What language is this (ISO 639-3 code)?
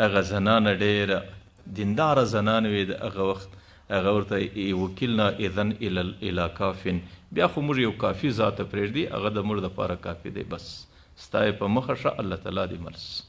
pus